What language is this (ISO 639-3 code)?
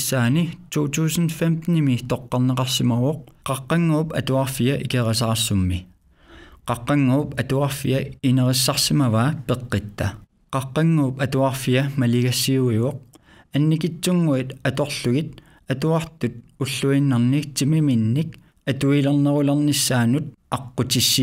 kal